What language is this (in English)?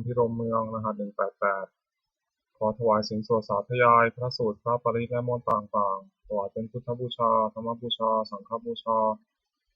Pali